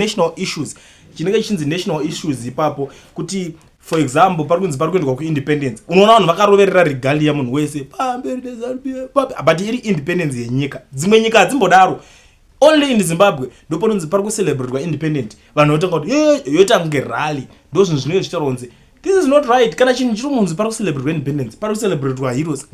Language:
Shona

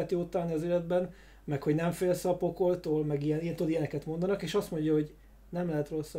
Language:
Hungarian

